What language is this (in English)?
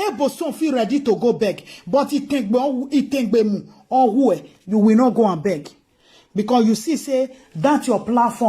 Nigerian Pidgin